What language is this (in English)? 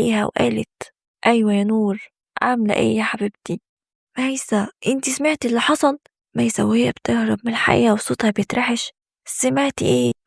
Egyptian Arabic